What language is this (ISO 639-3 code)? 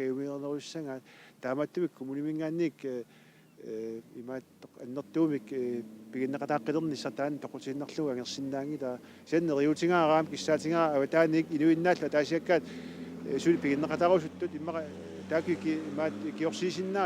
kal